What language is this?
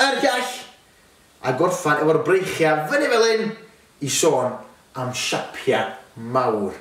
Welsh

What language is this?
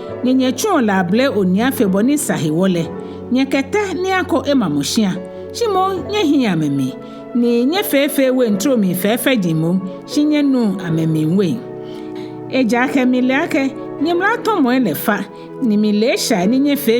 Ga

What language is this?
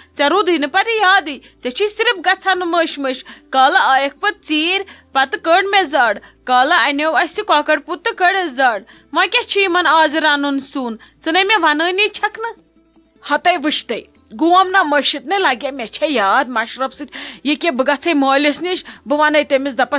Kashmiri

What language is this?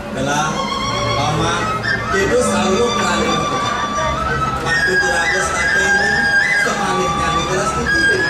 Balinese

